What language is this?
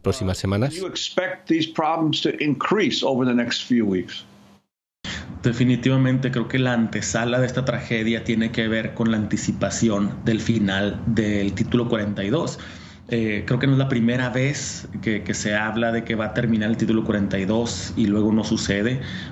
Spanish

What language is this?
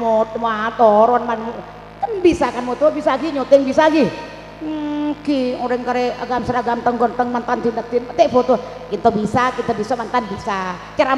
Madurese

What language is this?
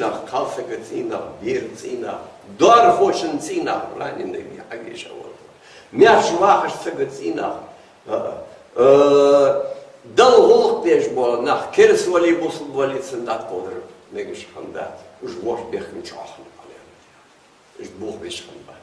Ingush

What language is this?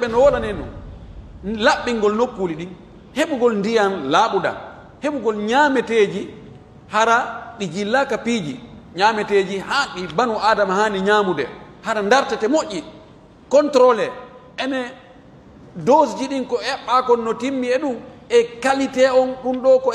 Pular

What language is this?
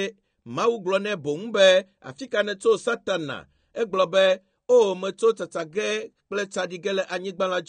Ewe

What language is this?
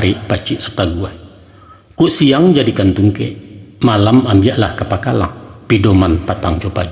Minangkabau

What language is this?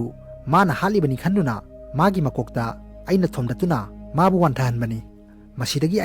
Manipuri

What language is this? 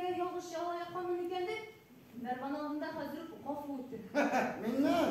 Tatar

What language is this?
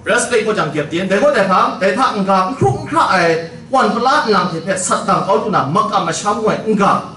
Kachin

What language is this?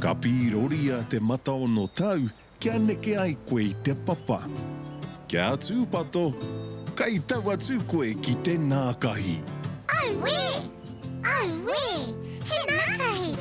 Māori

